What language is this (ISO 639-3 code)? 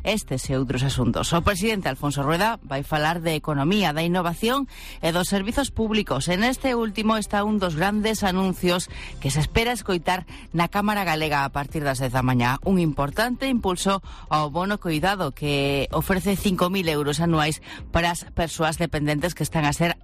glg